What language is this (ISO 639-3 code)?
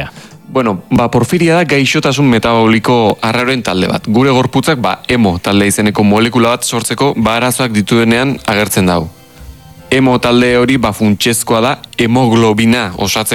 eus